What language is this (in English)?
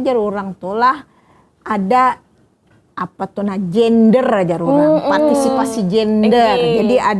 Banjar